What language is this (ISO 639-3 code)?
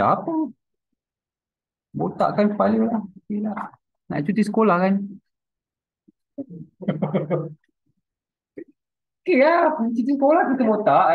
msa